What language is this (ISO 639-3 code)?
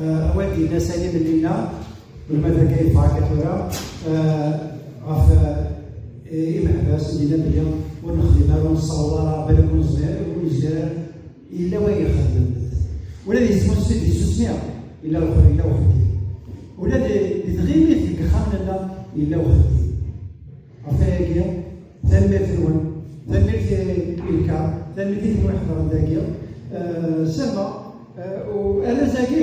kab